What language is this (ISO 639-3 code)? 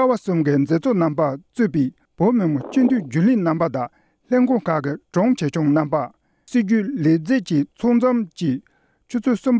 bod